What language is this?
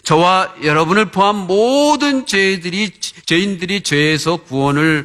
Korean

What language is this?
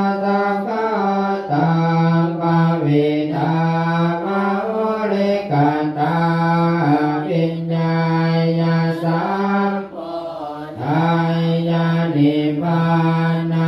Pali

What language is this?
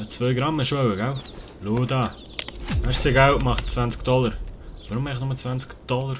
Swiss German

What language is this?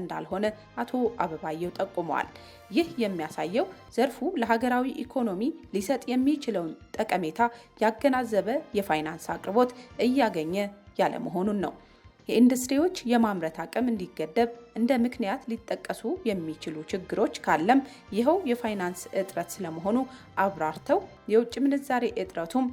Amharic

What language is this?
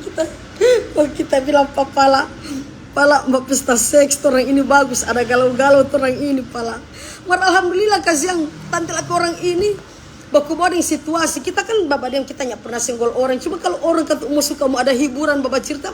Manado Malay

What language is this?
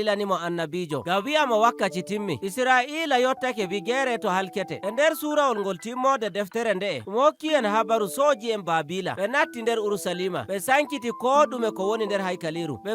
Nigerian Fulfulde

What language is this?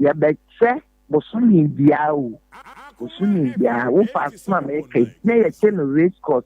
Akan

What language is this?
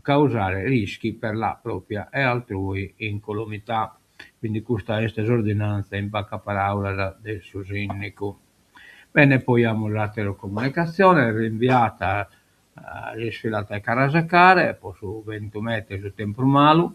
Sardinian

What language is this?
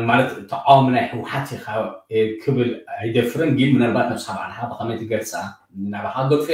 Tigrinya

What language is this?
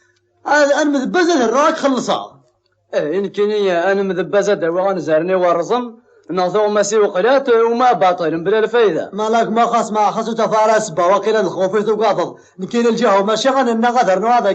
Kabyle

